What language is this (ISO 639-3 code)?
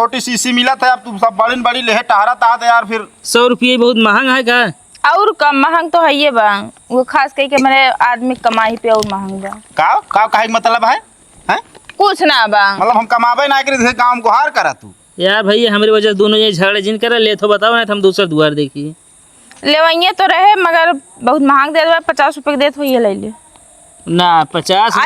awa